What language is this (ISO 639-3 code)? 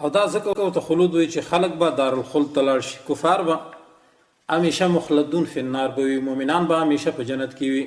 pus